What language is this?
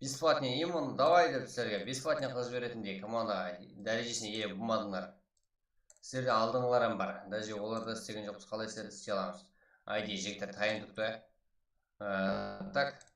Kara-Kalpak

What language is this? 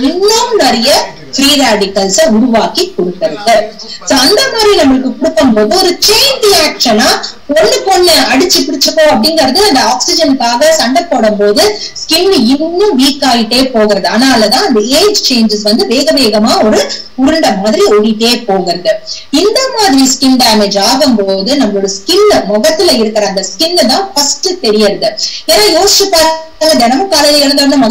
Tamil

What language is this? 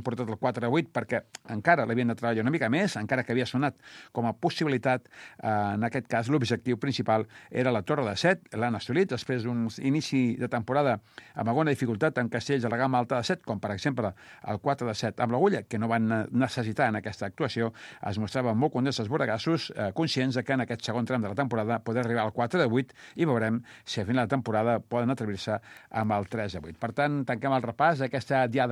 Catalan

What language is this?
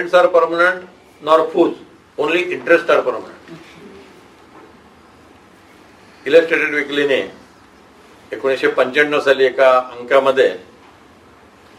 Marathi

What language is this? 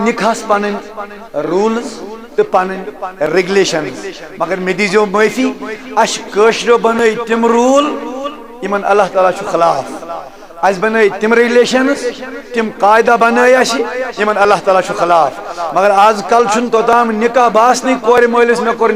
Kashmiri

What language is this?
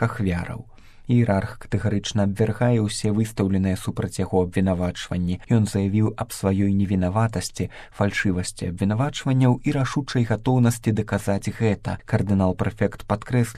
Belarusian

